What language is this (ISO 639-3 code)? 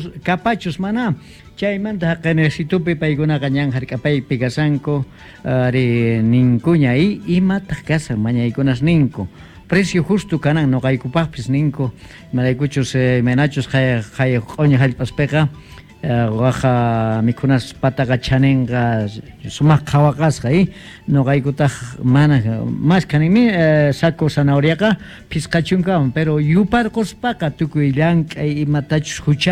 quh